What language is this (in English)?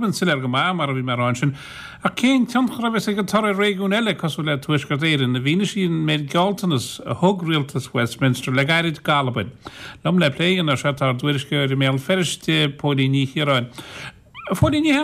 Irish